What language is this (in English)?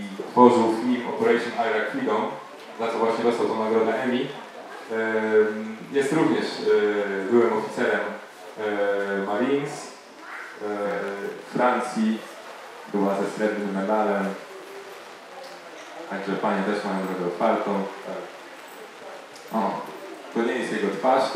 Polish